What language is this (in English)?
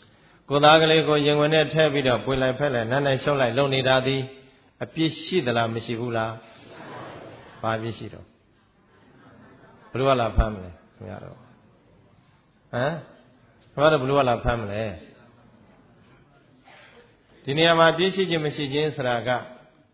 Burmese